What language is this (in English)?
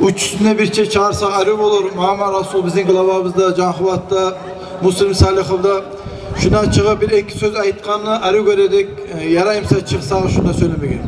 Kumyk